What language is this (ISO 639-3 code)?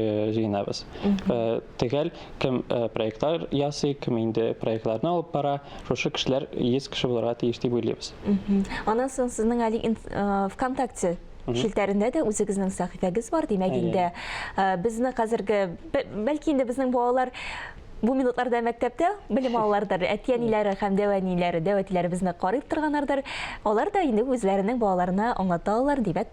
tat